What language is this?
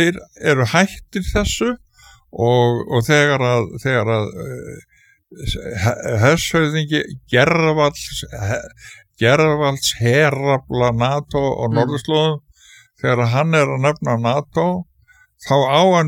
Icelandic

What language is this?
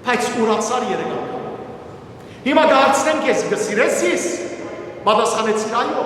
Western Armenian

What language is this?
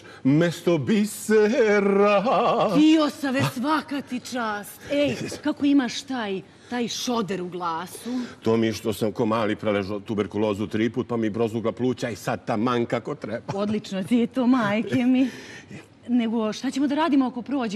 Serbian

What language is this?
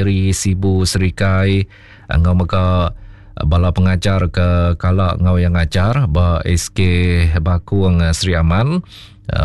Iban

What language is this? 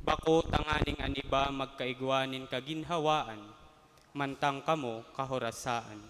Bikol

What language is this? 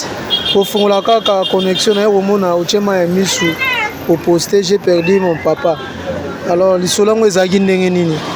Lingala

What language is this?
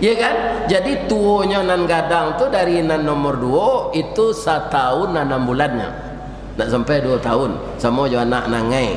Minangkabau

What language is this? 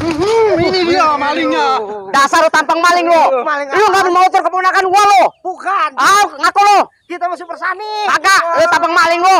Betawi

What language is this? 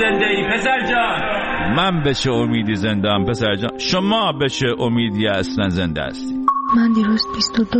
Persian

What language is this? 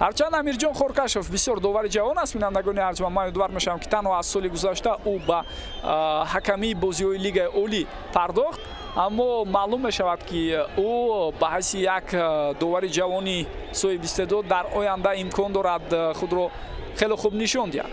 Tajik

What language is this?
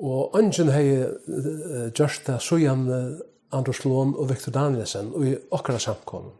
Faroese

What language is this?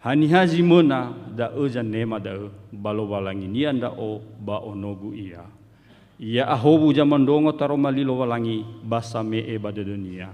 Nias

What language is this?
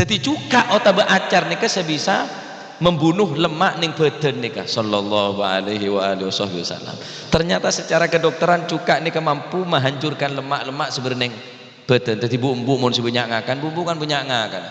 Madurese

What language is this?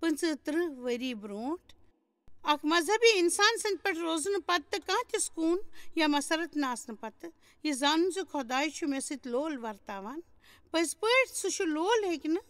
Kashmiri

